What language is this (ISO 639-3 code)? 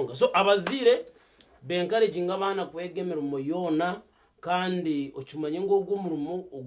nyn